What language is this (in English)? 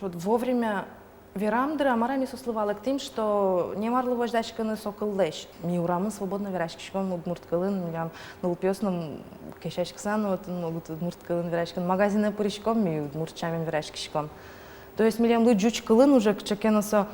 Udmurt